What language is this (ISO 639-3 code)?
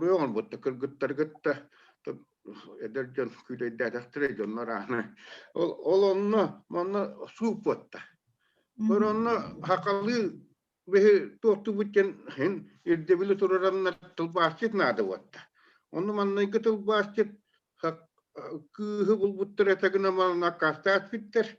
sah